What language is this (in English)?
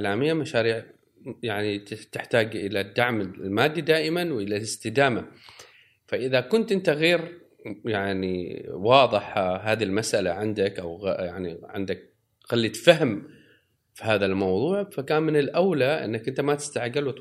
Gulf Arabic